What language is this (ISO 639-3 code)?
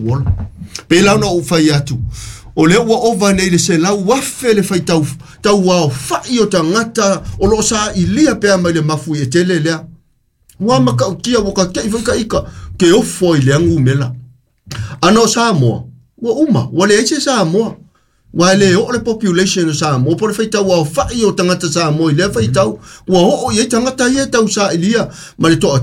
smo